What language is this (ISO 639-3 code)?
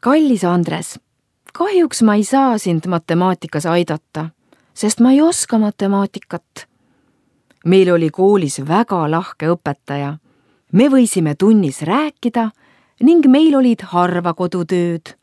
est